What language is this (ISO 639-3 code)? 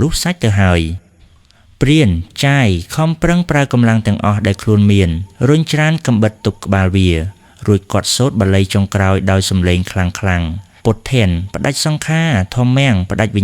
khm